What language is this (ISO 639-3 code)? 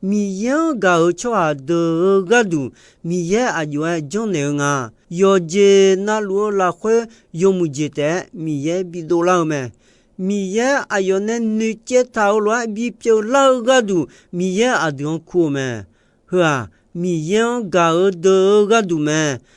ahk